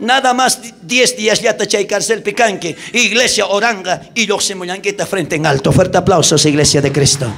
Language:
South Bolivian Quechua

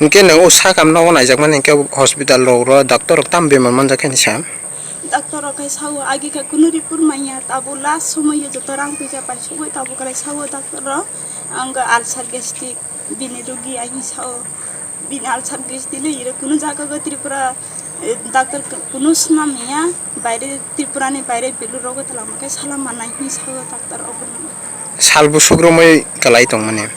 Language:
Kok Borok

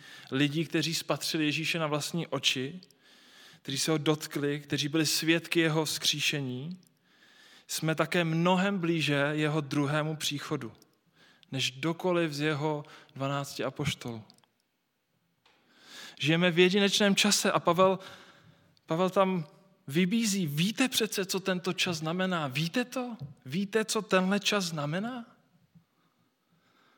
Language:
Czech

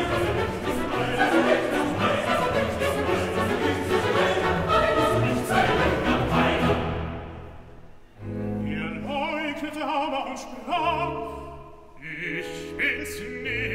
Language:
German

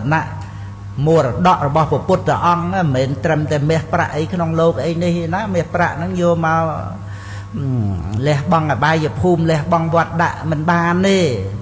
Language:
Khmer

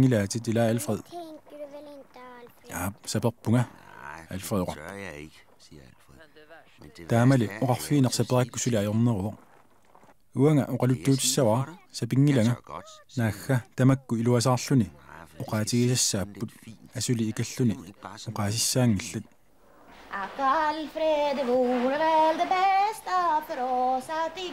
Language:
Kalaallisut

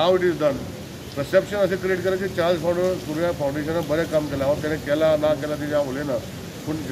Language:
Konkani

